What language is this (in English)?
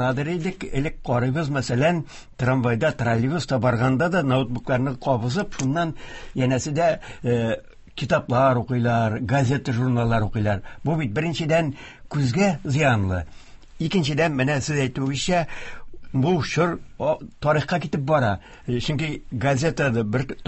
Tatar